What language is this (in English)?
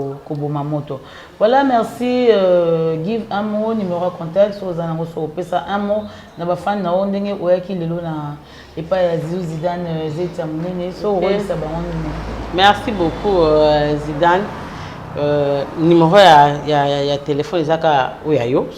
Lingala